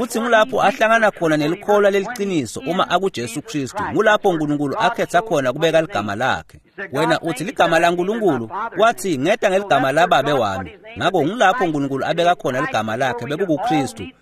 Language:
Swati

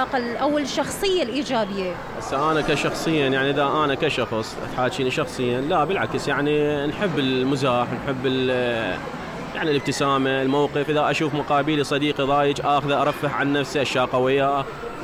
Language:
Mesopotamian Arabic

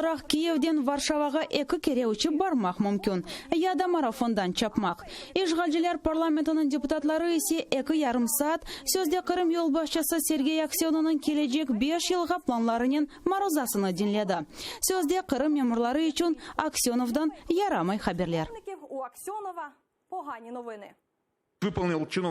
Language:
Crimean Tatar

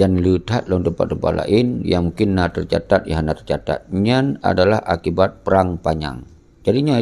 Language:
Achinese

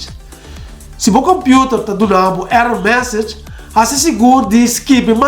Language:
Papiamento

